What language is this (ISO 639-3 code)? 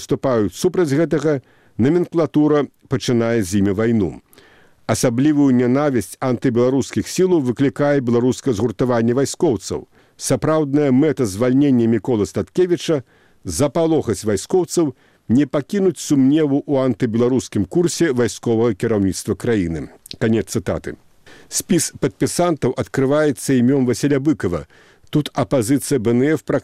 bel